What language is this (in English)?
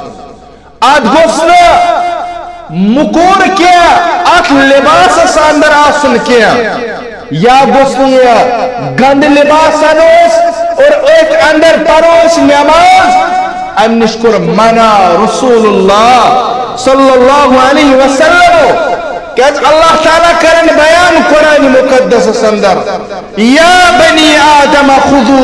Kashmiri